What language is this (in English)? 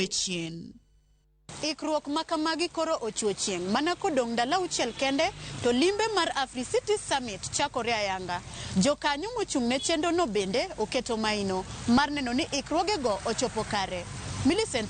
Luo (Kenya and Tanzania)